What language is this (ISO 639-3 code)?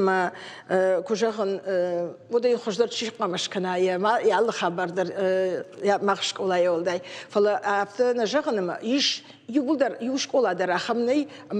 oss